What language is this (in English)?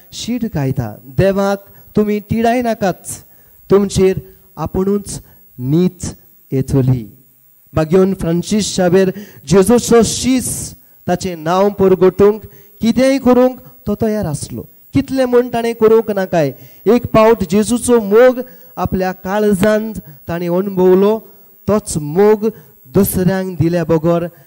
Konkani